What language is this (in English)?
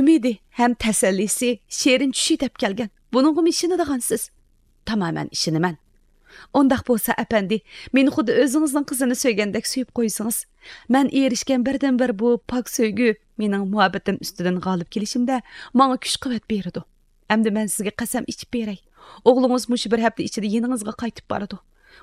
Uyghur